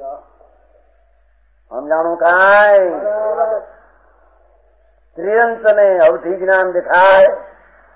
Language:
Gujarati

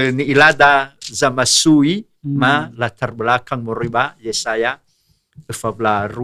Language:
Nias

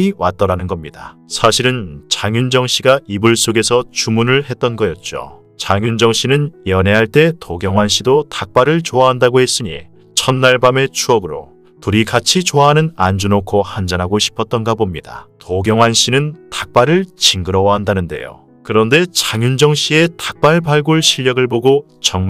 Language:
Korean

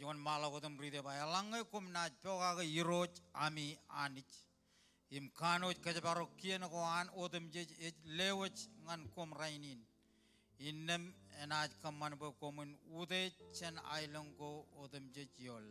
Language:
Marshallese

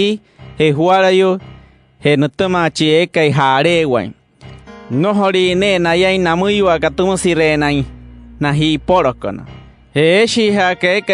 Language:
Wayuu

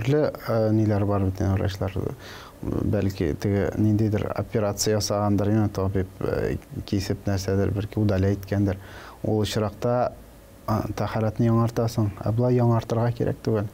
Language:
Tatar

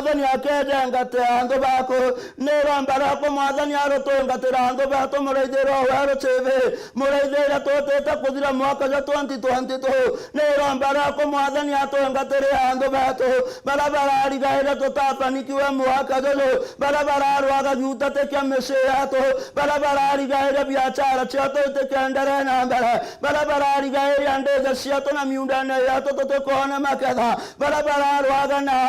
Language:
Meru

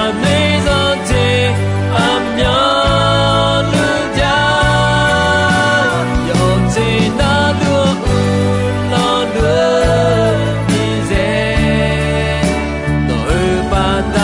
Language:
Akha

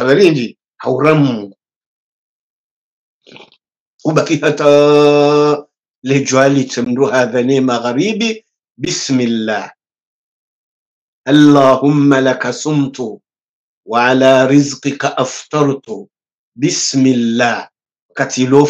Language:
Swahili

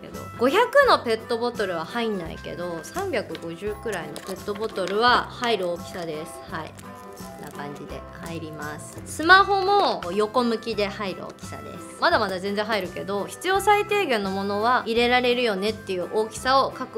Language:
Japanese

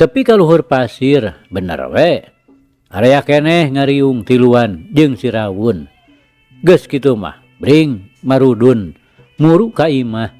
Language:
Sundanese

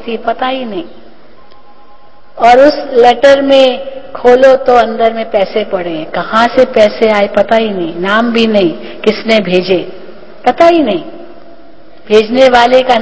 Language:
Hindi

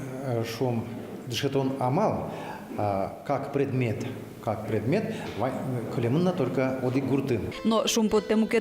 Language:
Udmurt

